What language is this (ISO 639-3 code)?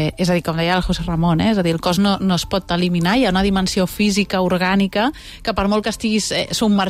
cat